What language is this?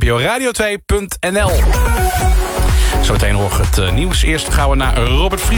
Dutch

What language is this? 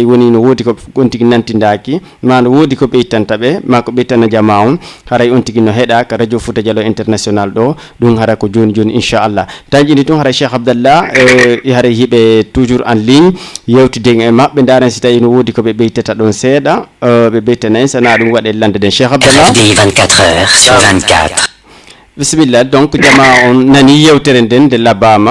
Fula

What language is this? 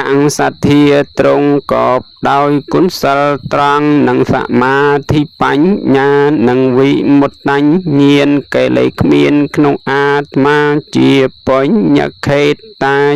Khmer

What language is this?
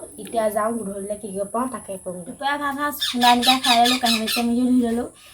Assamese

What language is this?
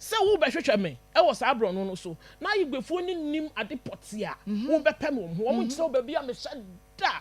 Akan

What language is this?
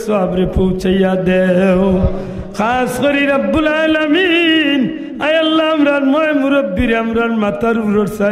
Sylheti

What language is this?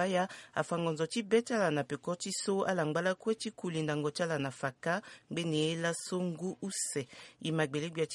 Sango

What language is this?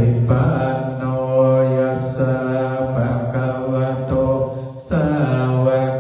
Pali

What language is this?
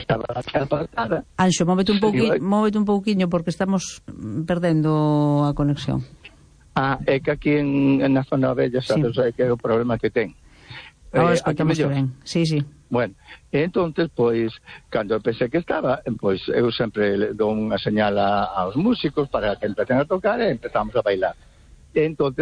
Galician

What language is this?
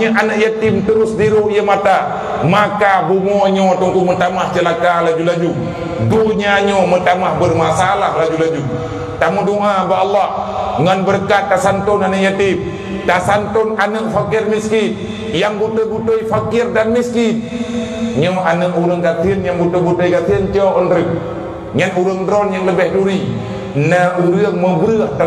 Achinese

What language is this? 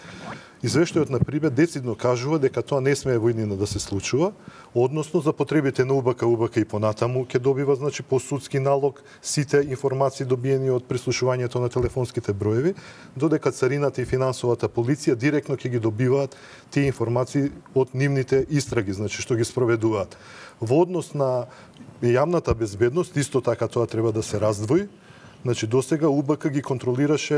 Macedonian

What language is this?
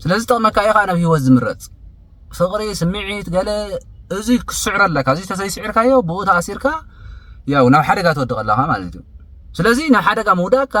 Tigrinya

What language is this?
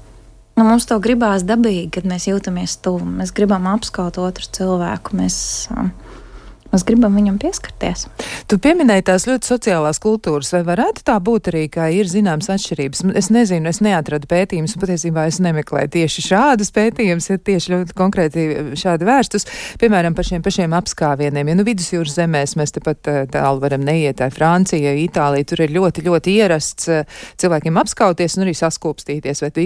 Latvian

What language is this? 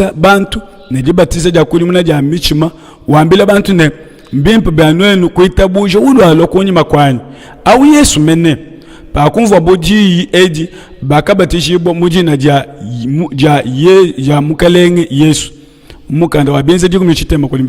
Luba-Lulua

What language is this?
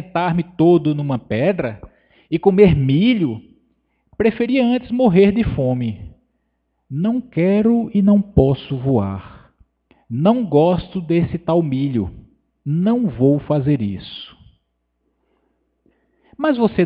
Portuguese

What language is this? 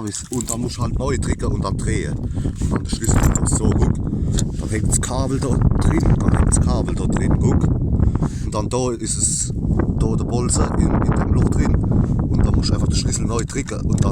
Palatine German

